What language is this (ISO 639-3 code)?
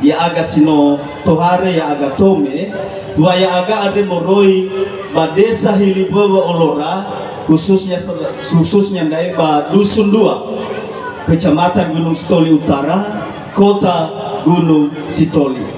nia